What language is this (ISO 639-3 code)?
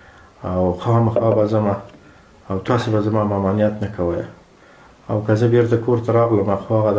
pus